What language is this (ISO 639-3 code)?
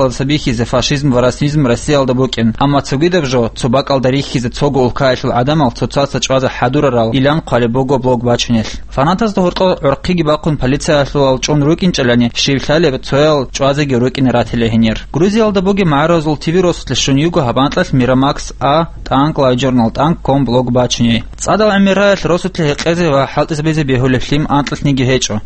ava